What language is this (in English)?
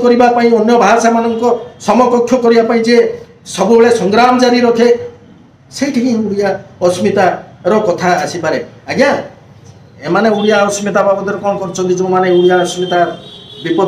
Odia